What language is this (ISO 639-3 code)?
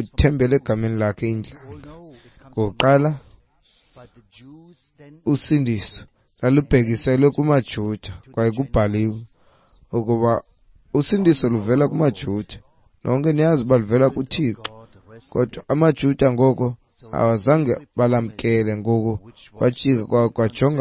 xho